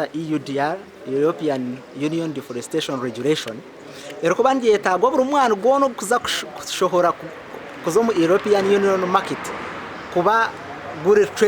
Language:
Nyankole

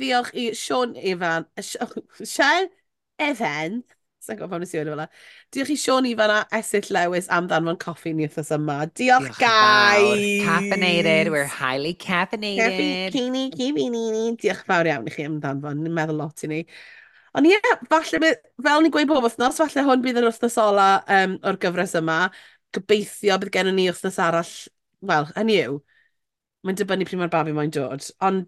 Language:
Welsh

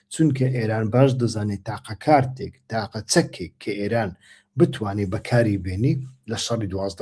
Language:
Central Kurdish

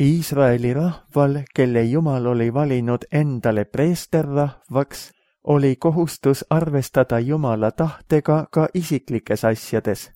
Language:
Estonian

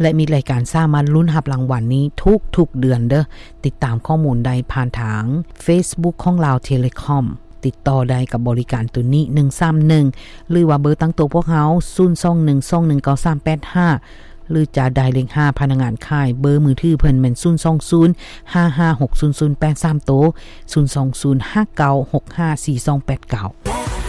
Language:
Lao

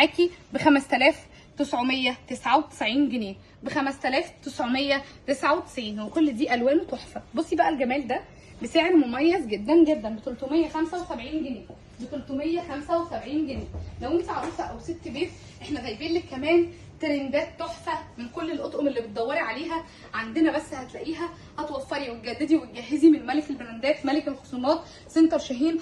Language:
Egyptian Arabic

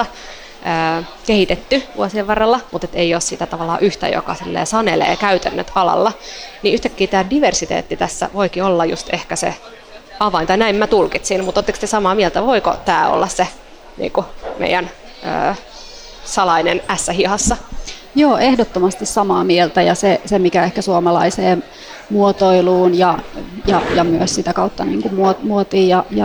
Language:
Finnish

